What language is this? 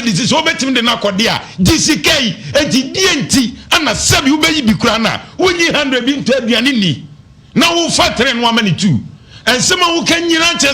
Akan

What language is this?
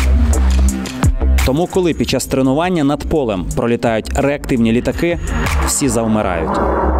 Ukrainian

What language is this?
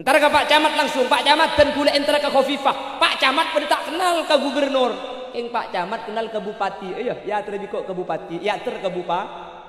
Madurese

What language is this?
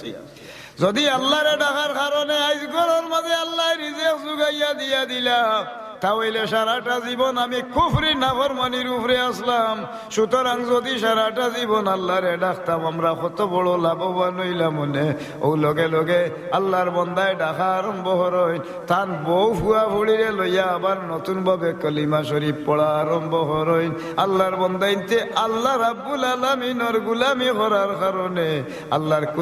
Sylheti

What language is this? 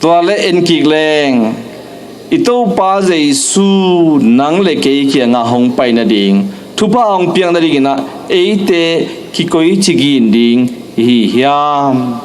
Tedim Chin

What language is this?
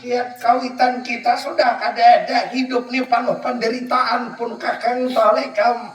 Banjar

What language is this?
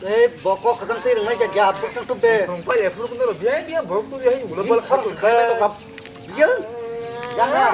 Kok Borok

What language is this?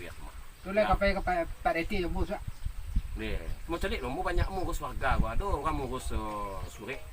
Minangkabau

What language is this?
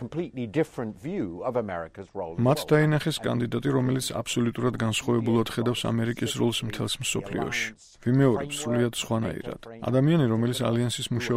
Georgian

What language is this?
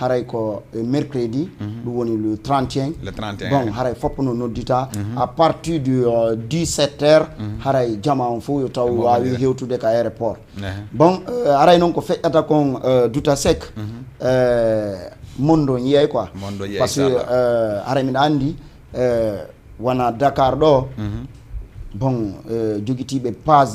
Fula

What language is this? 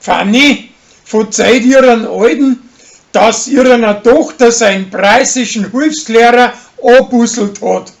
Bavarian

